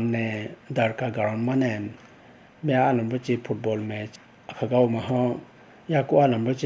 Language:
Idu-Mishmi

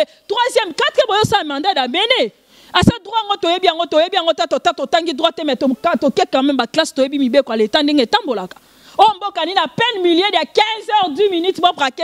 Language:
Lingala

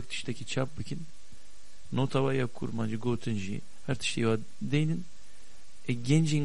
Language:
Kurdish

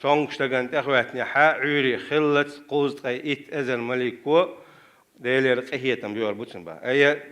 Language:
Chechen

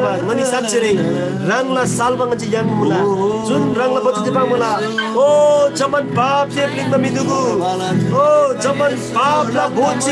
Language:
Eastern Tamang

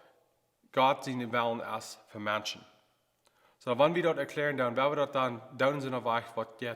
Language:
Plautdietsch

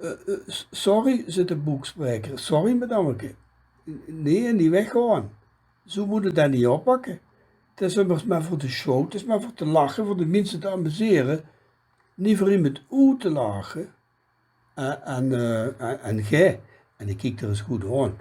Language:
Limburgish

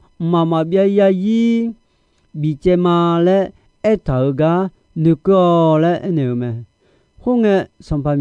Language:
Akha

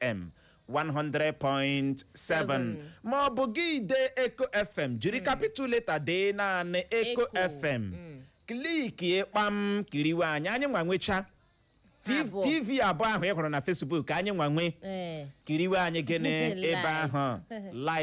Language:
Igbo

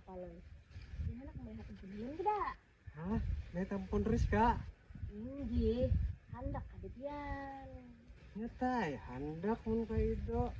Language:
Banjar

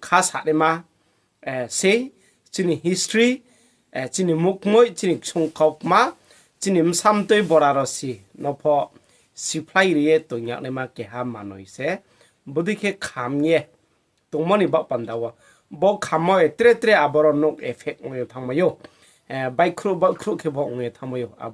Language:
Riang (India)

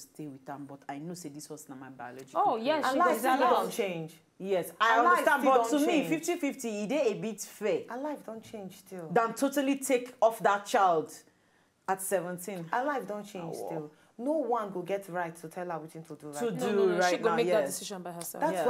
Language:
Nigerian Pidgin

